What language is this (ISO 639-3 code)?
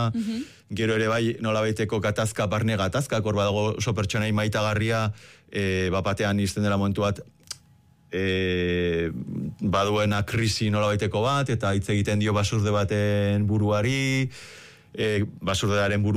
eus